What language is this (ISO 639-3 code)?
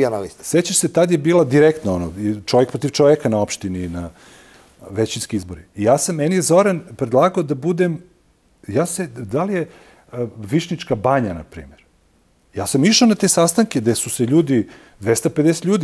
srp